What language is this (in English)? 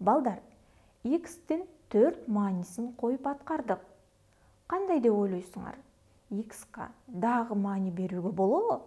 Kyrgyz